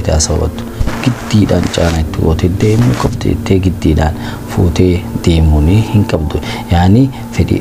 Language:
Oromo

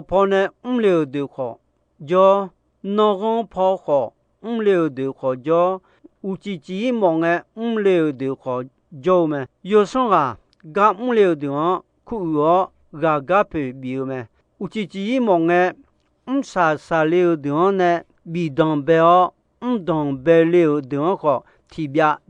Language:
Akha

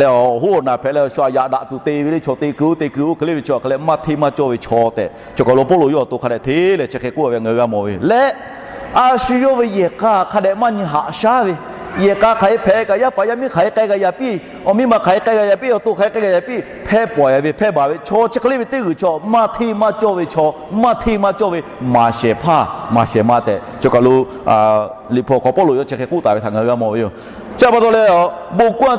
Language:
Lahu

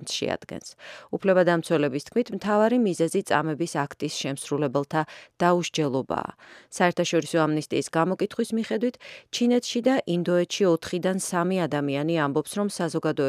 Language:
Georgian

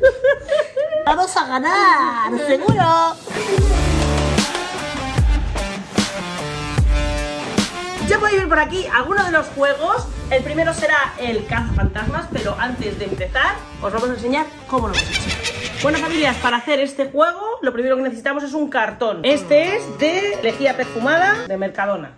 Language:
Spanish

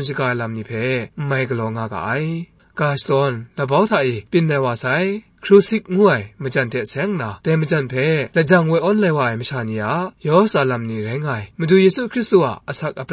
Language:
Kachin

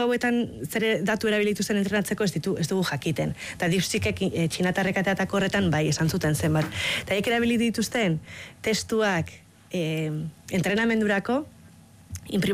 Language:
Basque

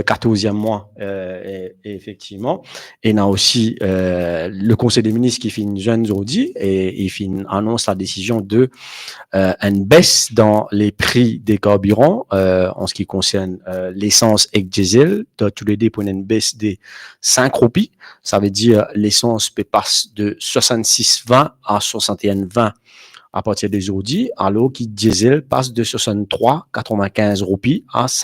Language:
Morisyen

